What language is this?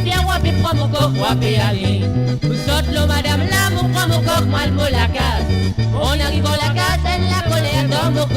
Morisyen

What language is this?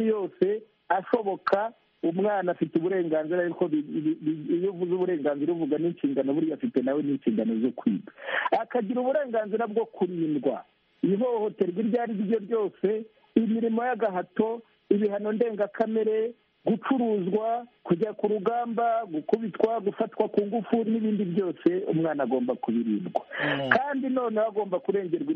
Kinyarwanda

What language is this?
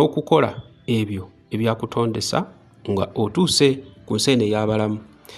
Ganda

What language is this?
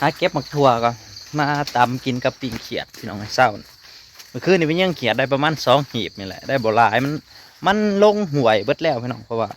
Northeastern Thai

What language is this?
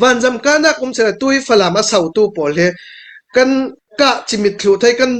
Falam Chin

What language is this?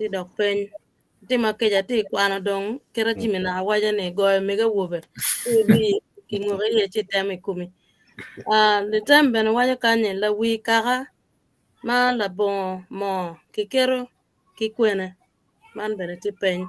Acoli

